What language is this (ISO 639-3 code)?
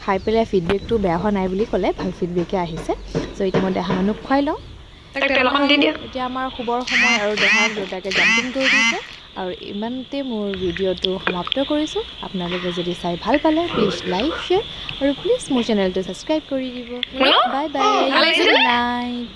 asm